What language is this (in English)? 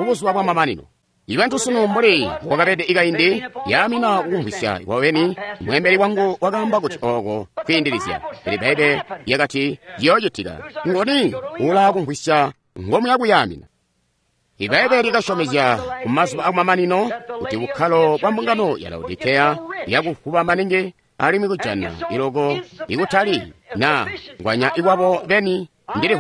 Tonga (Zambia)